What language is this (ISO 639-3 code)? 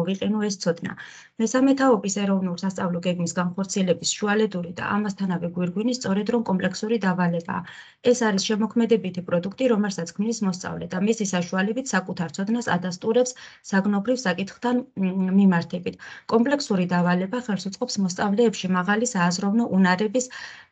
kat